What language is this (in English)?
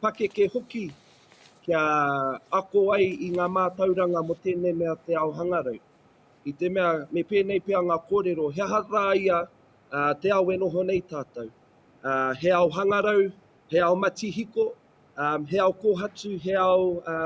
Māori